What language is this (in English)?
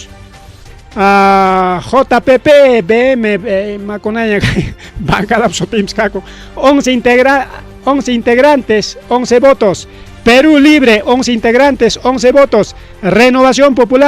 Ayacucho Quechua